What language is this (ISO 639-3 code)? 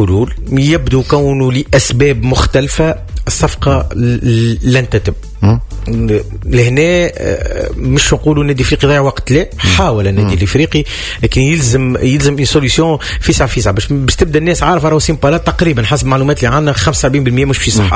aeb